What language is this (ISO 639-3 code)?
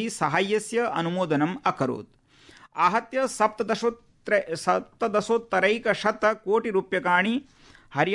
san